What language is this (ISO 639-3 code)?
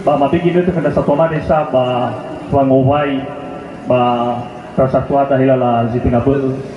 nia